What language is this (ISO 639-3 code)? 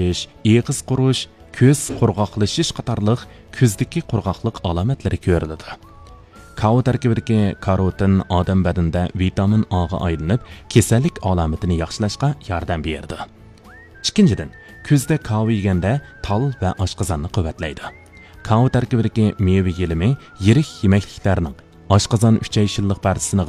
uig